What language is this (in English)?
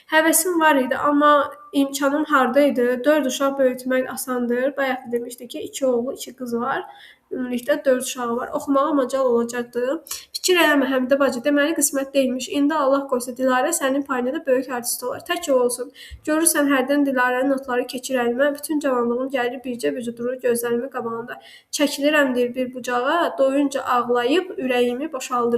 Azerbaijani